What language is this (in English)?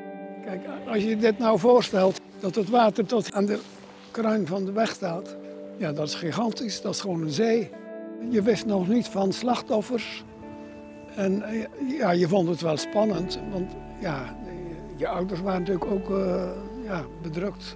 Dutch